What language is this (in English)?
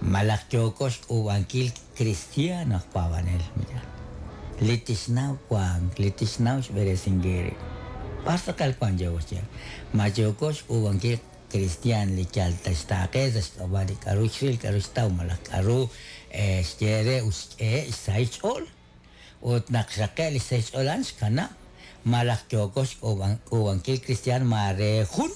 Kekchí